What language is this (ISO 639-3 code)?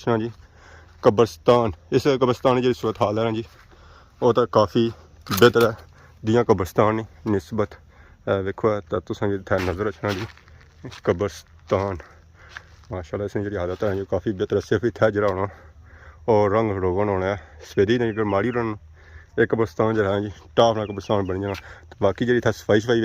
phr